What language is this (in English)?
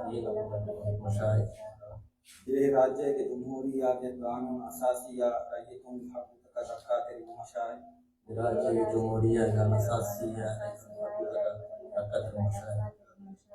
Divehi